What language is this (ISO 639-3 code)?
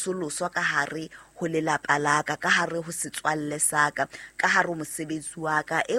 sot